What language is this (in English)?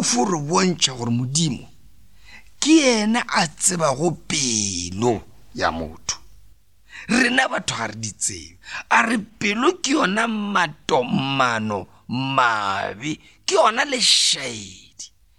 Northern Sotho